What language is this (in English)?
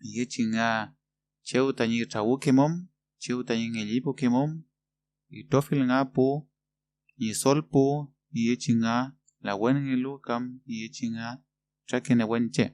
Mapuche